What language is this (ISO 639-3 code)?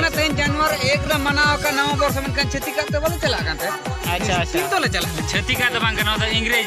sat